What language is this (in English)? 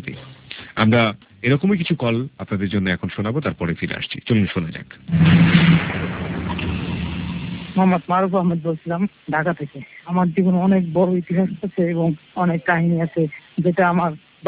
Bangla